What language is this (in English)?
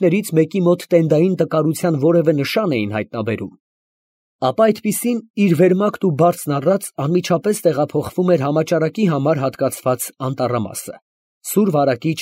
Armenian